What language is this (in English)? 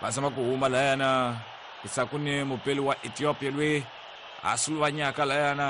Tsonga